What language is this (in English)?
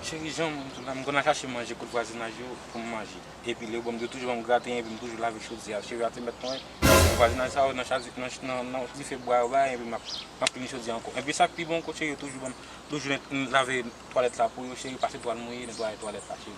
Haitian Creole